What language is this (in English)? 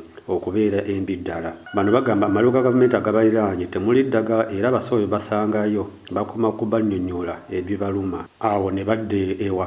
Ganda